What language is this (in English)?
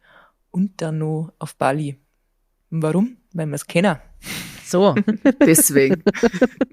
Bavarian